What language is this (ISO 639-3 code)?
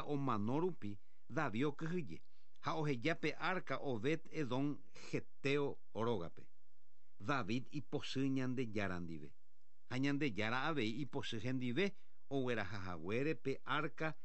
grn